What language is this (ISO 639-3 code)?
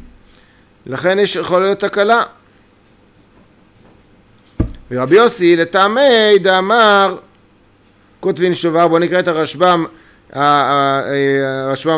heb